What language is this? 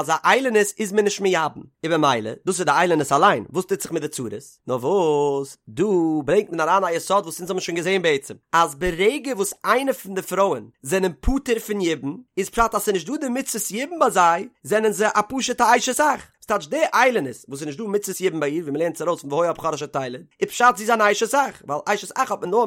Yiddish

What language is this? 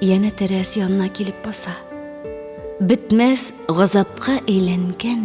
Tatar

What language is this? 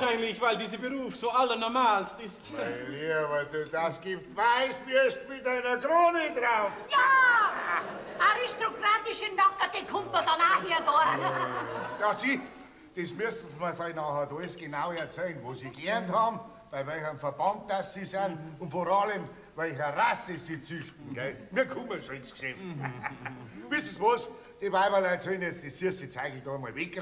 Bavarian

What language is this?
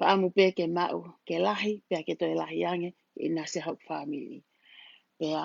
Tongan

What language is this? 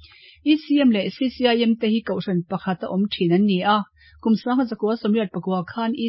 Mizo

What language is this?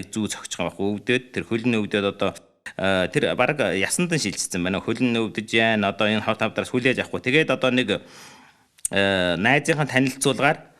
Mongolian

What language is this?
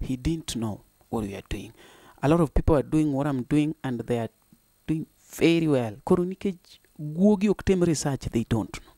Luo (Kenya and Tanzania)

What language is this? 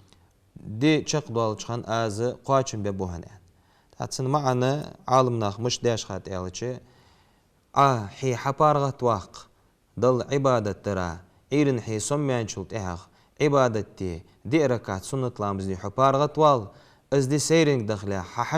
Ingush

